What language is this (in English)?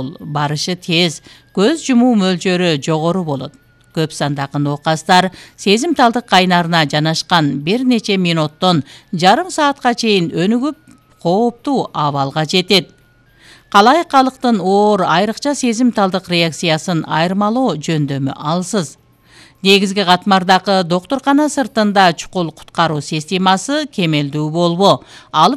Kyrgyz